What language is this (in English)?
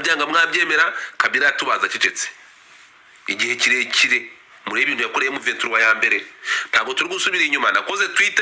Kinyarwanda